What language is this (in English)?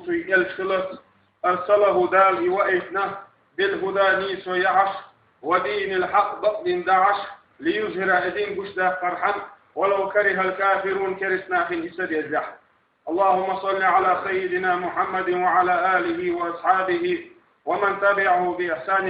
Chechen